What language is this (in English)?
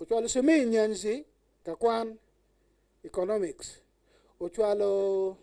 Acoli